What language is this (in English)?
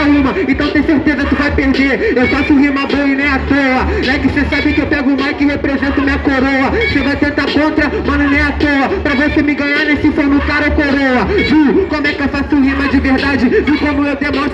Portuguese